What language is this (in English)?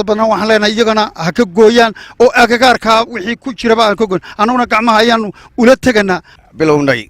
Somali